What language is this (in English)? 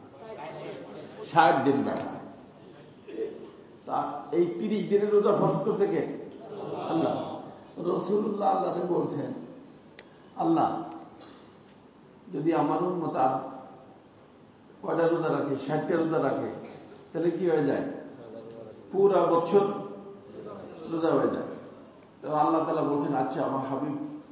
Bangla